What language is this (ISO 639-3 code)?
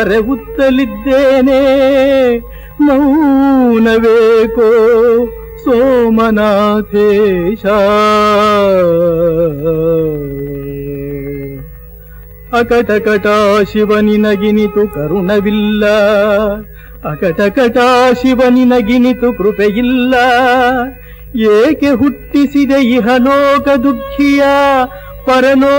kan